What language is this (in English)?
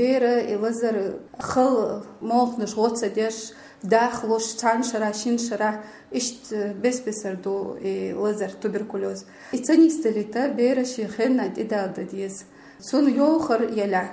Chechen